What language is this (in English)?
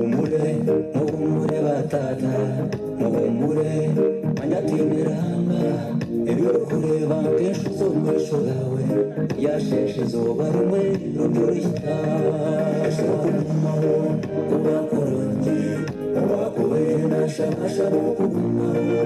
Nyankole